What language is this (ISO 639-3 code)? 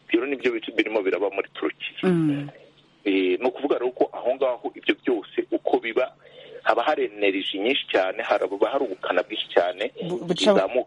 kin